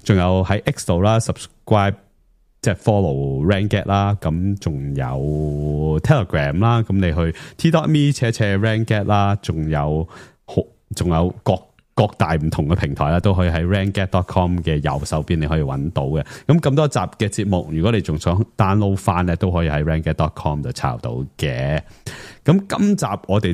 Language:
Cantonese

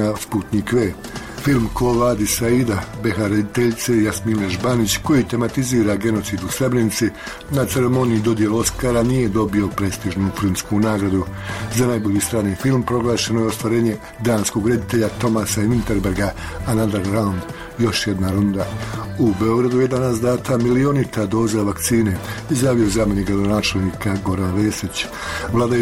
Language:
Bosnian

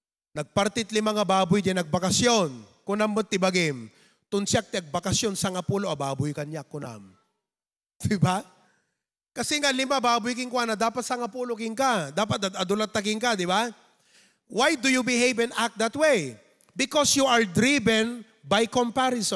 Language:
Iloko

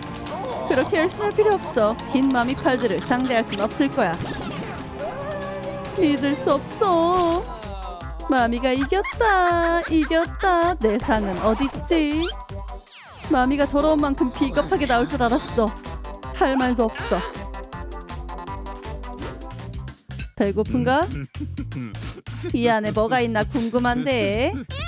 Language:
Korean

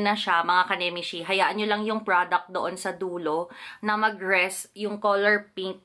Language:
Filipino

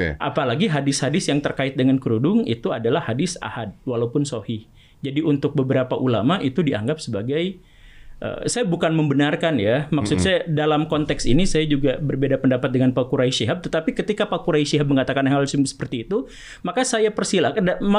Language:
Indonesian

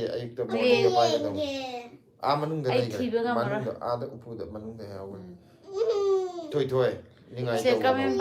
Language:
Manipuri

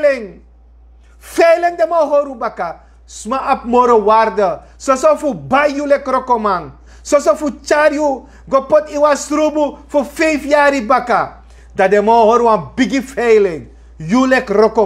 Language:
Sranan Tongo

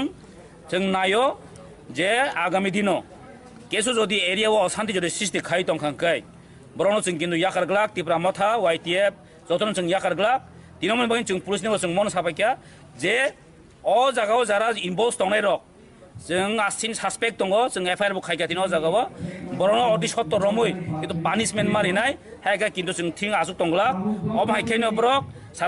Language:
Kok Borok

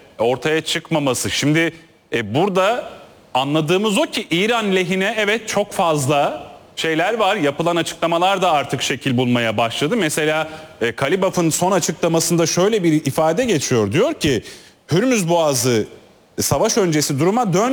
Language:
Turkish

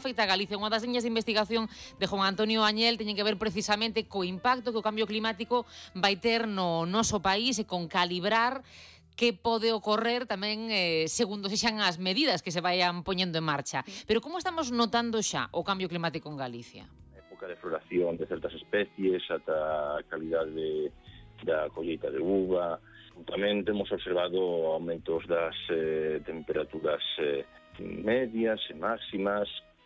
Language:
Galician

